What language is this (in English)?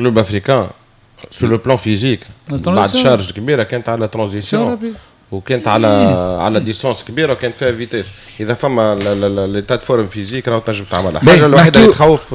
Tunisian Arabic